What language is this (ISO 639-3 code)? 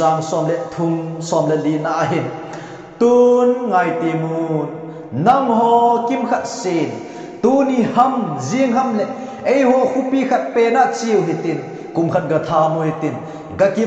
tcz